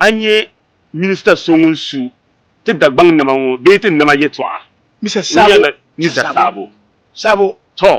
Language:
Dagbani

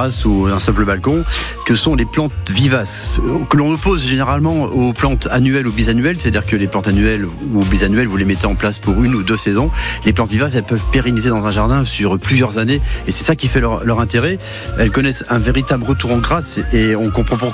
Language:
French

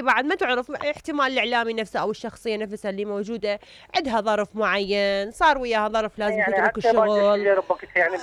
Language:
Mesopotamian Arabic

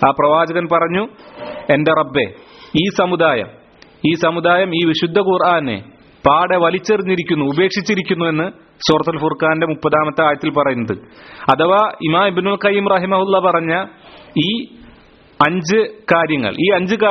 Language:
Malayalam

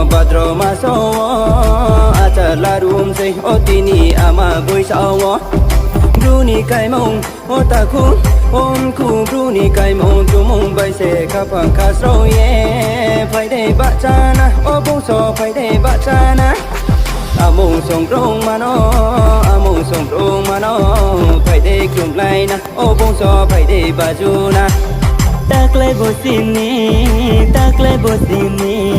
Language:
Riang (India)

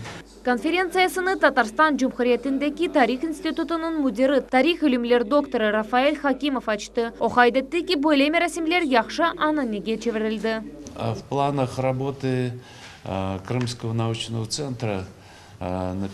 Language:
Crimean Tatar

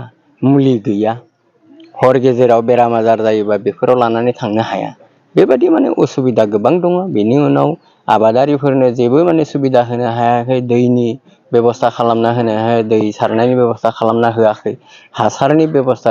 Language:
Bodo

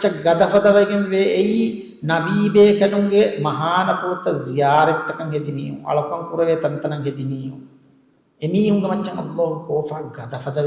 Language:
Divehi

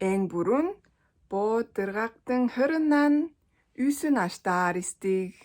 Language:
Tuvinian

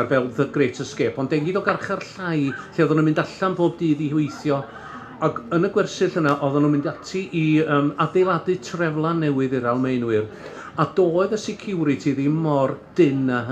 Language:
Welsh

